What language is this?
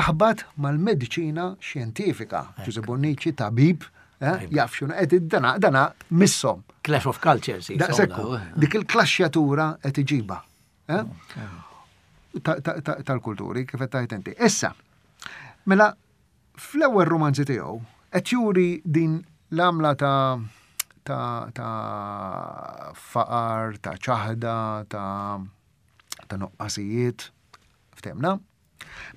Maltese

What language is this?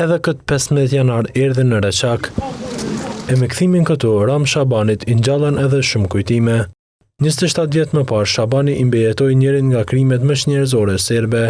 Albanian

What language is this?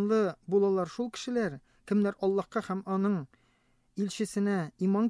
Tatar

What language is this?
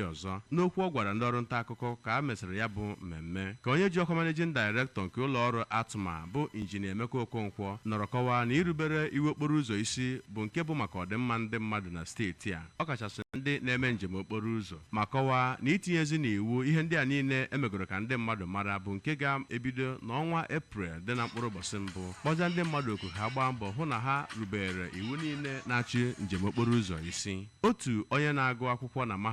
Igbo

